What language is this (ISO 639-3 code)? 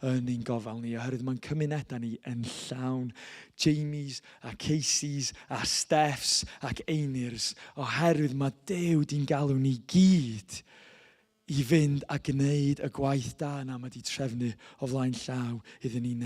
cym